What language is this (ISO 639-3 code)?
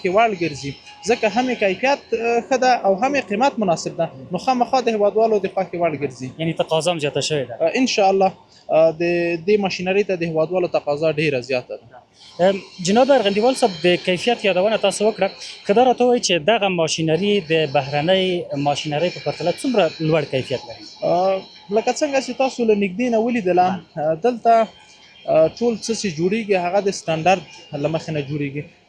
pus